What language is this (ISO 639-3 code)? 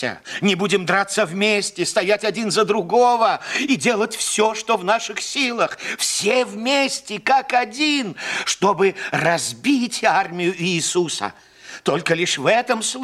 rus